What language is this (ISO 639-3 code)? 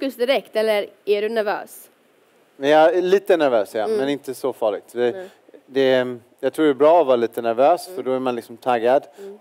swe